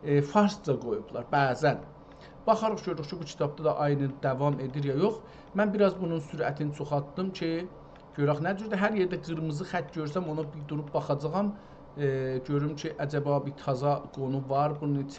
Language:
South Azerbaijani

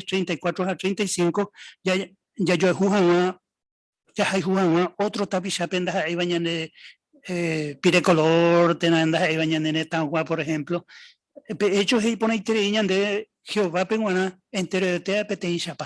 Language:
Guarani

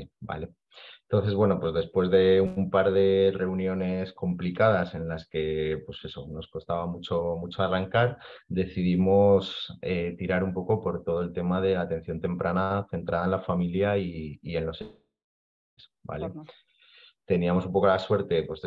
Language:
Spanish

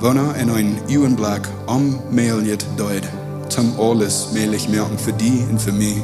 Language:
Plautdietsch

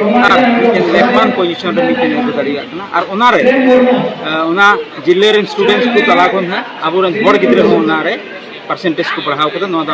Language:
Santali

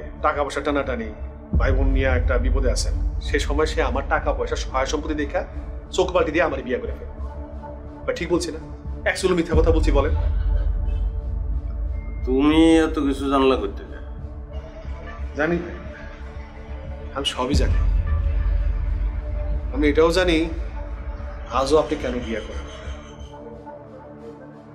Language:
Bangla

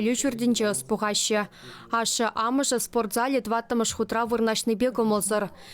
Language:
Chuvash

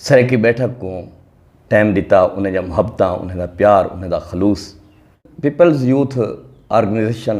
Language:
Saraiki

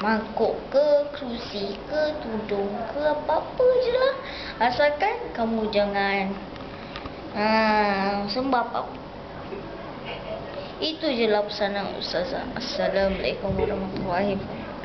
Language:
Malay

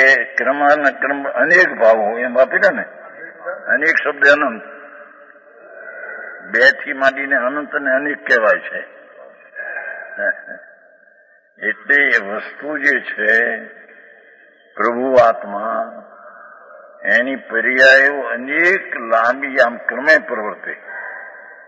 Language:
Gujarati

